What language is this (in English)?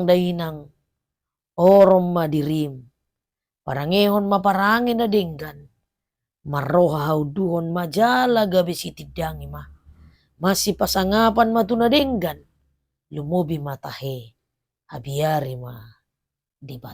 Batak Toba